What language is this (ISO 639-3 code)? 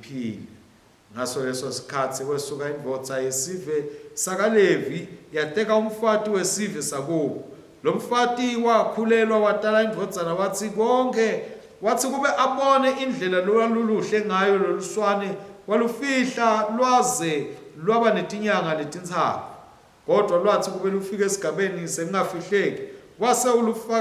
ssw